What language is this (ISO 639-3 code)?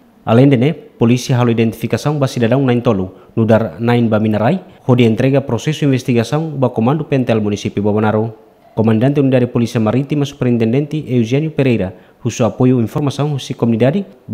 tet